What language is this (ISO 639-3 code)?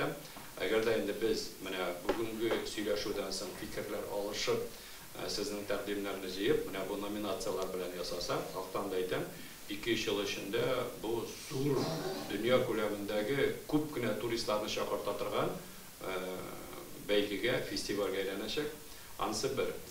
tat